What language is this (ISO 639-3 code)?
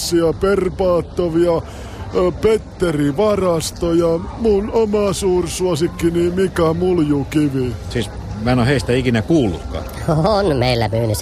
fin